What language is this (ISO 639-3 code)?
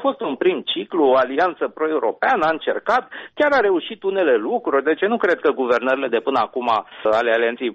ron